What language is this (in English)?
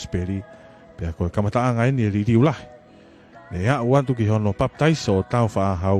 Tongan